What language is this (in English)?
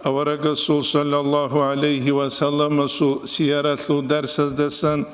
Avaric